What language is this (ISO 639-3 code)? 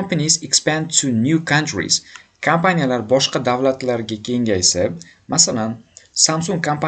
uzb